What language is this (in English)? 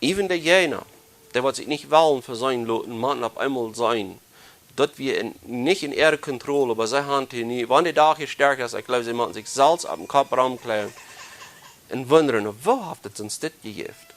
Plautdietsch